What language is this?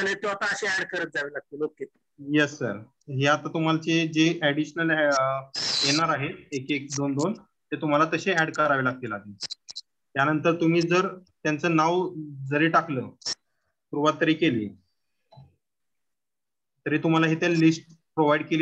Marathi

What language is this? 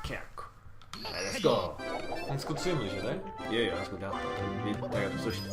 Faroese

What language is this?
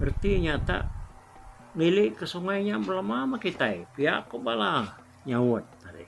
Iban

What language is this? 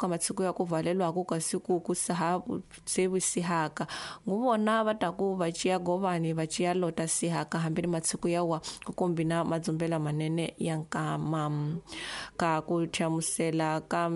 Tsonga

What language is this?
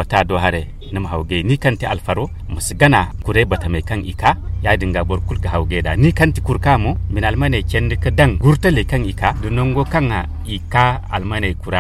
Zarma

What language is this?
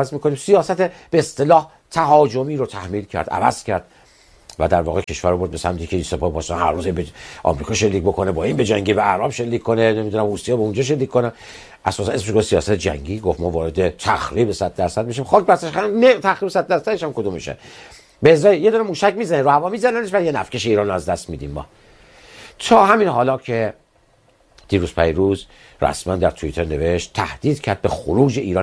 Persian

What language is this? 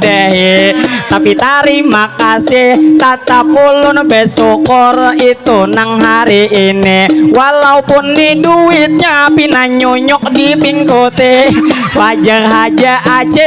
Banjar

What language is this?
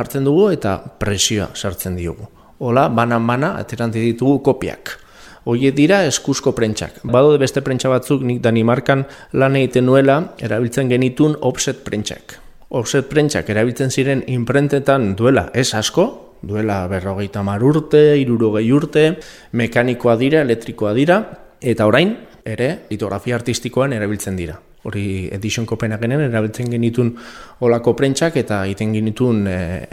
Basque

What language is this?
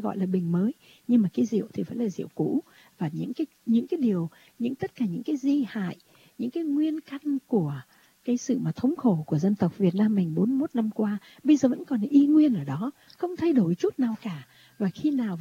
Vietnamese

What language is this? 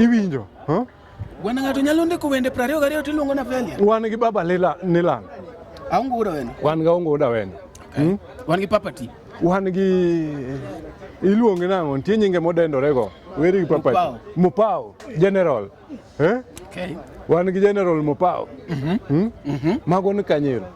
Luo (Kenya and Tanzania)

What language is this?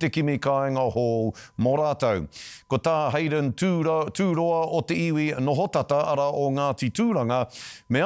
Māori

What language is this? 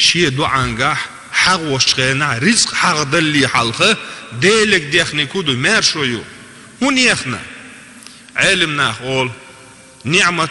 Chechen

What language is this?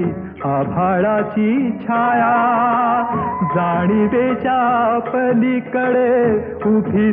Marathi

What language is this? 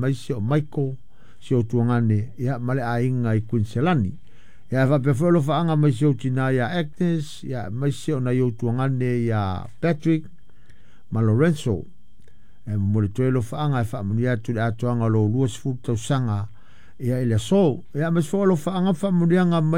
Samoan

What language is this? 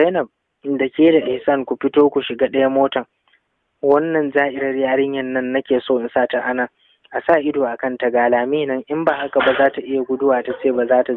Hausa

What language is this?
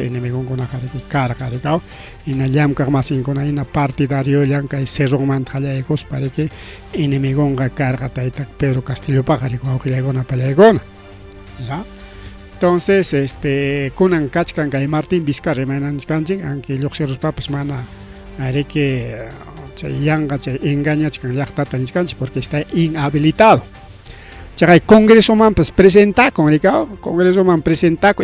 Ayacucho Quechua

